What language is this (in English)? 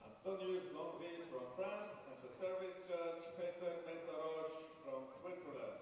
Kalaallisut